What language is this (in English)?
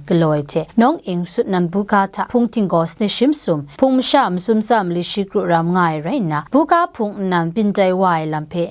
Kachin